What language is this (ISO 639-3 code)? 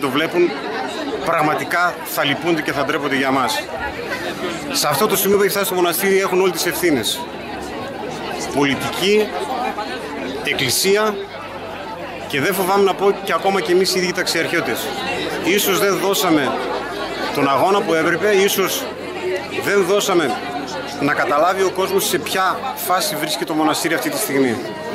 ell